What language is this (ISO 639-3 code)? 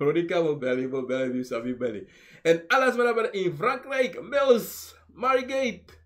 srn